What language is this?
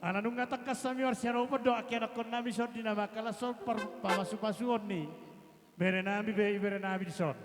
Batak Toba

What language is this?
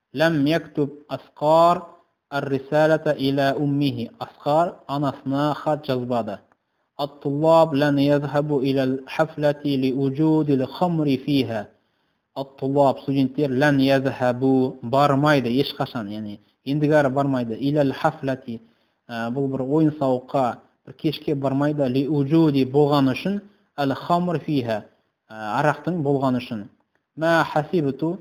Kazakh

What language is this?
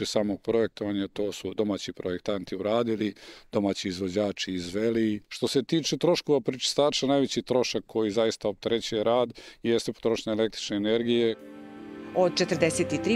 Serbian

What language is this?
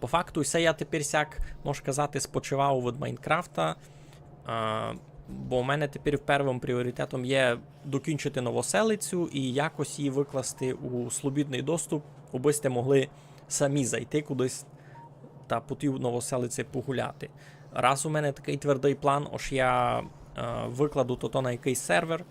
Rusyn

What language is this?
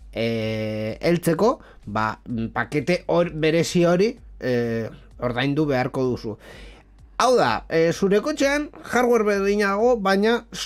Basque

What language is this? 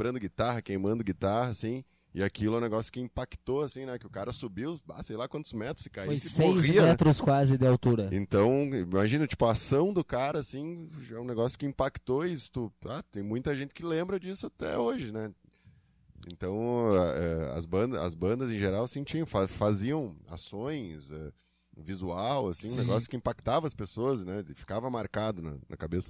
Portuguese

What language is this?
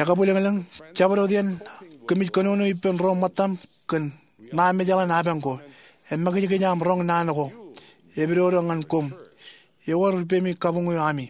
Marshallese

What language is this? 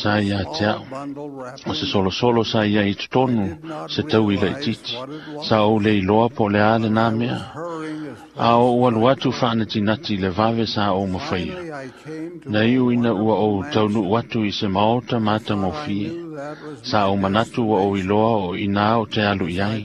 Samoan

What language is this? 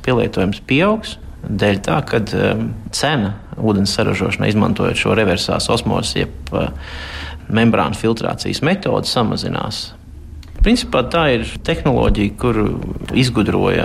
Latvian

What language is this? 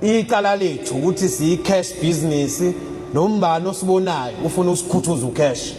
Zulu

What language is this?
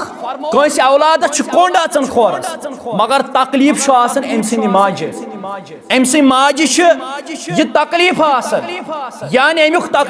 Kashmiri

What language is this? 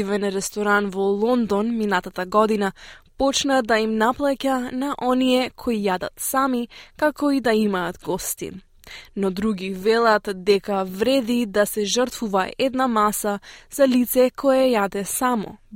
Macedonian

